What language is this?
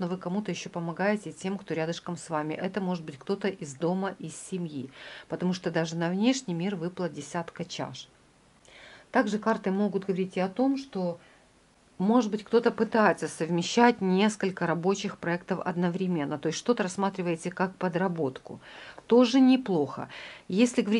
Russian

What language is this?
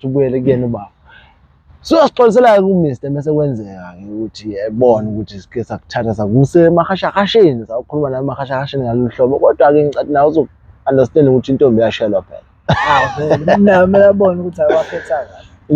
Zulu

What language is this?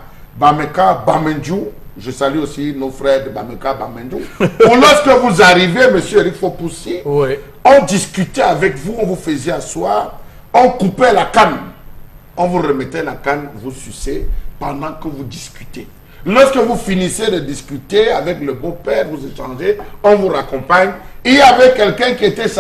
French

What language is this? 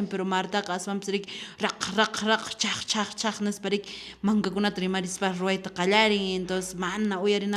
Quechua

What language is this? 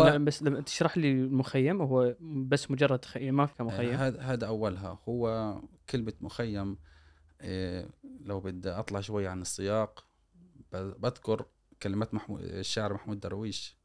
Gulf Arabic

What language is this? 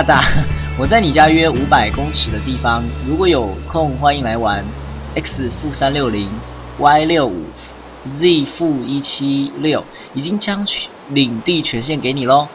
Chinese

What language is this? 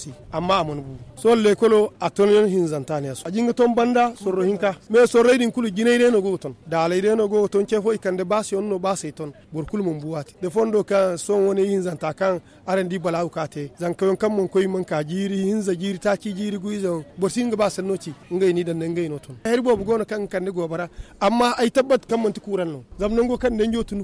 Zarma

